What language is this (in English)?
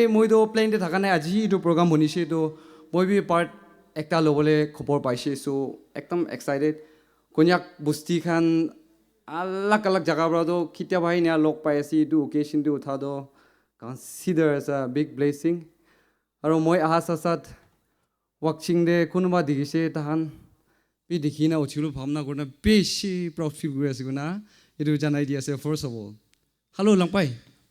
Naga Pidgin